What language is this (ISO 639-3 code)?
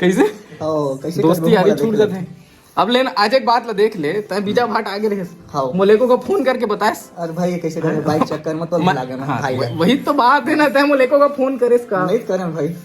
hne